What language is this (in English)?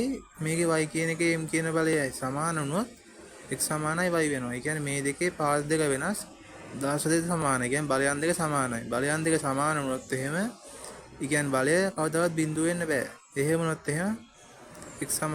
Sinhala